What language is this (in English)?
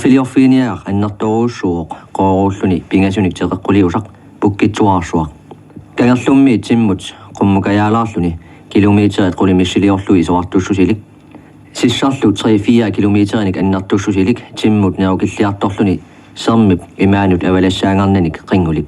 Kalaallisut